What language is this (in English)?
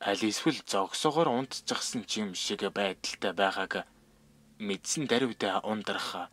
Mongolian